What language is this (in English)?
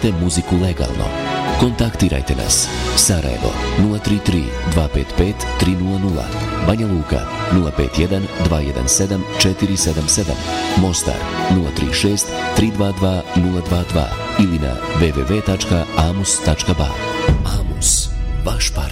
Bosnian